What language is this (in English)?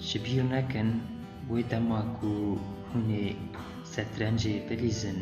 Kurdish